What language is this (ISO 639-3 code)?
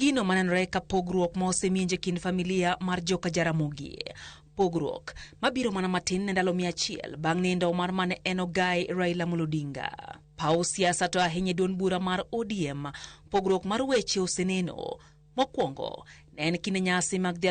luo